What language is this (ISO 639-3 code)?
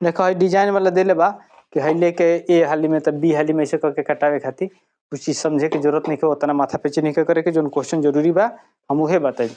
bho